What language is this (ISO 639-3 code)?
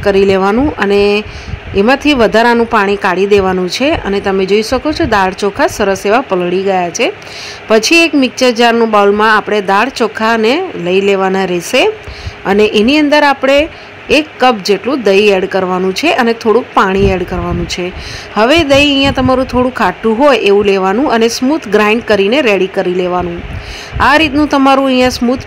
guj